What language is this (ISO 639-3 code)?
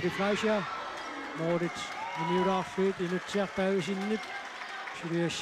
kal